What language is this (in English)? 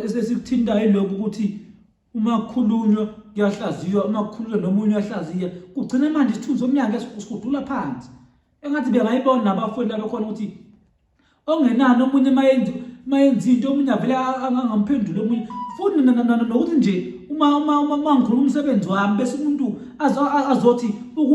Zulu